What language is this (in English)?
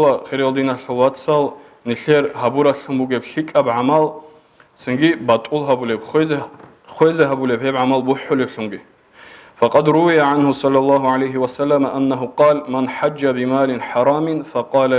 Avaric